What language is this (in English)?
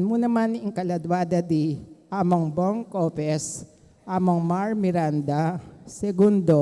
Pampanga